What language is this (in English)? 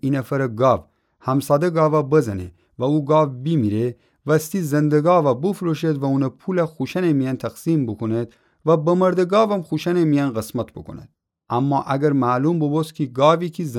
Gilaki